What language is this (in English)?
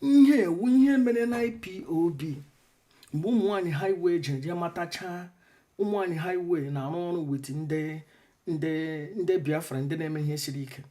Igbo